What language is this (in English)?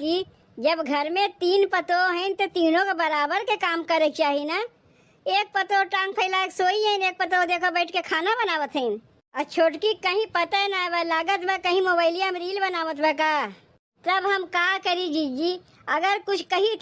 Awadhi